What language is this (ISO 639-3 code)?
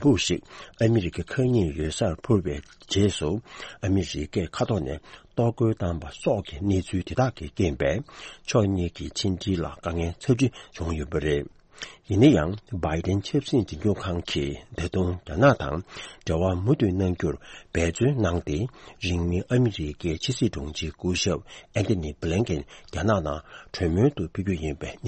bod